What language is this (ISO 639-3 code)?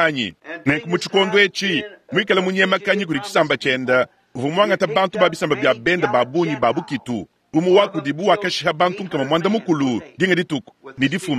lua